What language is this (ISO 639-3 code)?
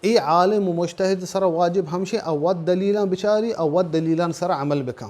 bal